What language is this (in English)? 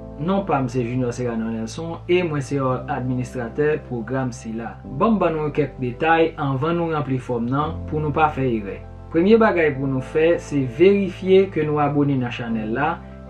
Haitian Creole